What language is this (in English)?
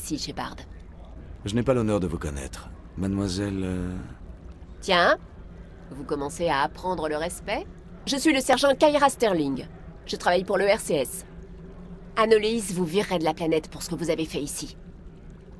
French